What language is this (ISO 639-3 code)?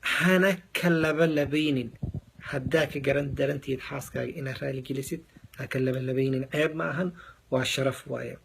som